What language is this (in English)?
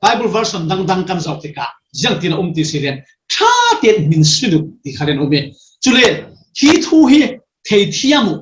Falam Chin